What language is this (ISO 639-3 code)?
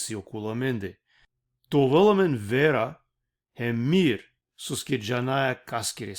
rmn